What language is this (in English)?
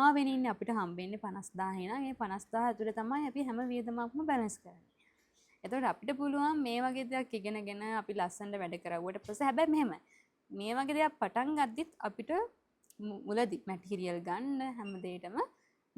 Sinhala